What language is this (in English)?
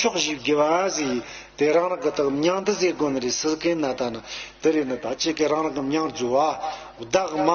Tibetan